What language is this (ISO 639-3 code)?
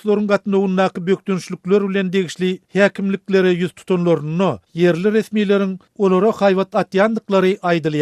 tuk